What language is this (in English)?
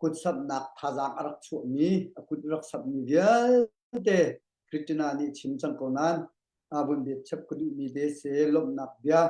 Hakha Chin